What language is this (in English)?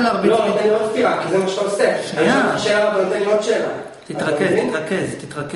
Hebrew